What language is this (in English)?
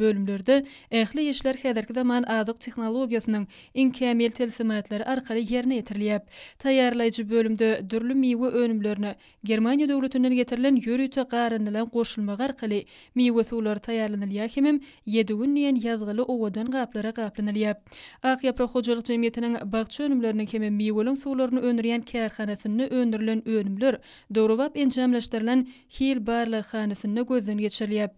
Turkmen